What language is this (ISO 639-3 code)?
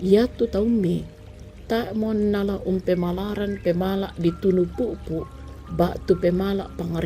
sda